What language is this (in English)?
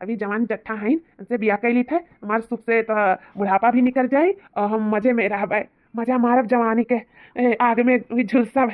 Awadhi